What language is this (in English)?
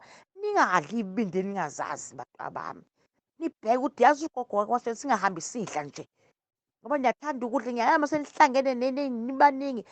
Zulu